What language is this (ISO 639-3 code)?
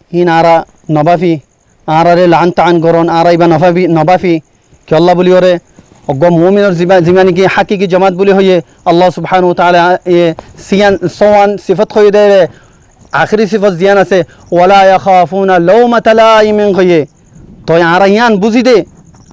rhg